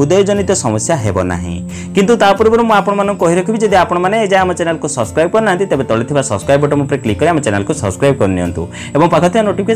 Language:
Odia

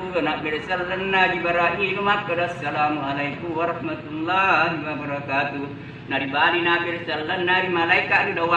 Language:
Buginese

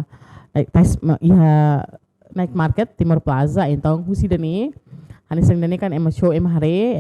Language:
Tetum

